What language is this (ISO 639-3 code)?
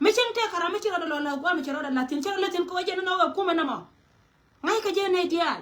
nus